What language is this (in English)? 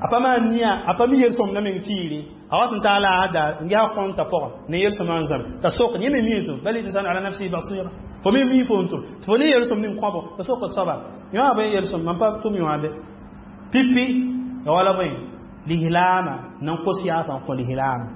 Mossi